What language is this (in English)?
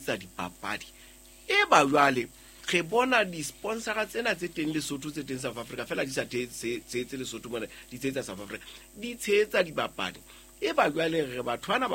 Southern Sotho